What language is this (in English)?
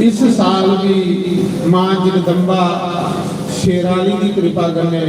Dogri